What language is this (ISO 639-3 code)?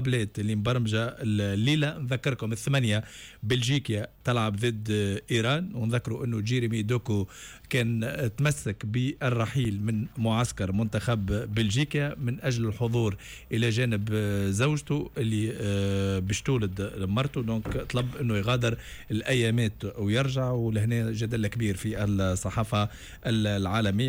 aeb